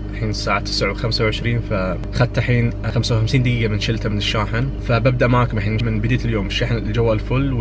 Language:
Najdi Arabic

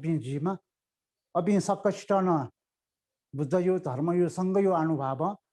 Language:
Newari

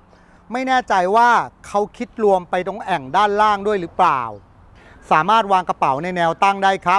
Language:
Thai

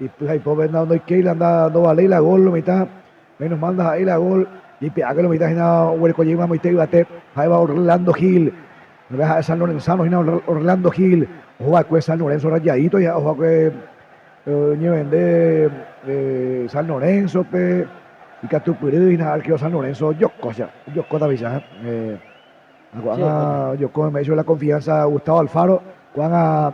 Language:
Guarani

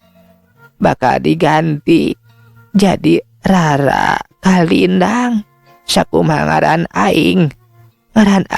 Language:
Sundanese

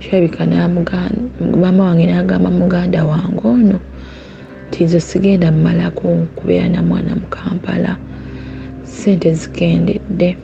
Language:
Ganda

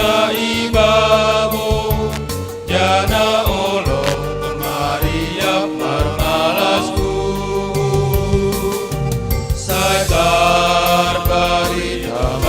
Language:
Batak Simalungun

